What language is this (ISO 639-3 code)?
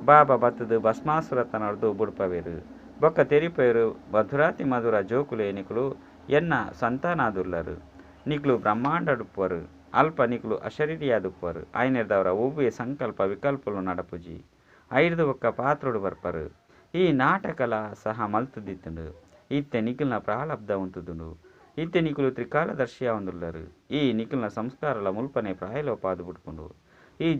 tcy